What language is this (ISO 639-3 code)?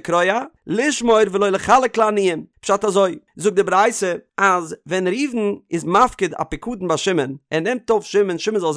yid